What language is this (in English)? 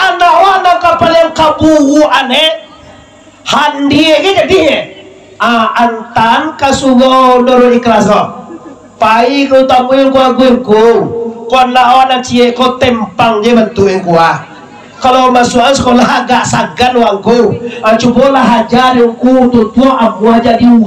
Minangkabau